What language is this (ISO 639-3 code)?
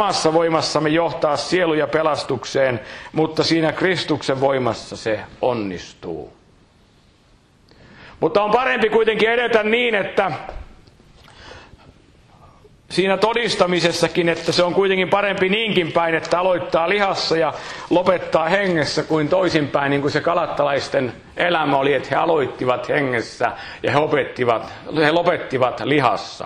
fin